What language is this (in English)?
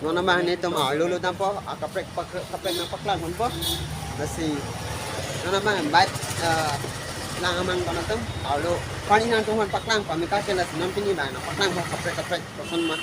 Karbi